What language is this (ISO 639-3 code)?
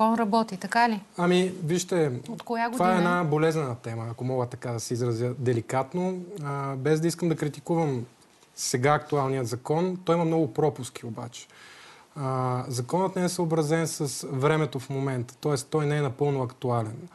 bul